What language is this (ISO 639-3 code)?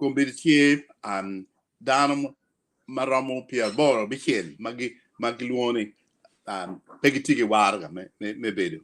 ach